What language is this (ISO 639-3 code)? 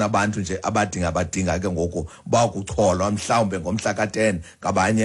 xho